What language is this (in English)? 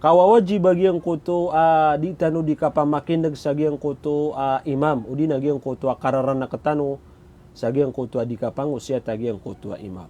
Maranao